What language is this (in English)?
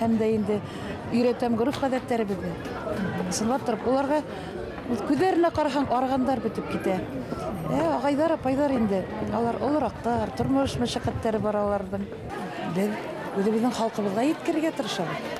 Bashkir